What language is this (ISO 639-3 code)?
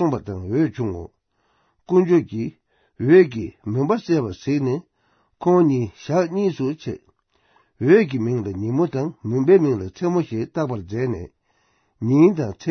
bod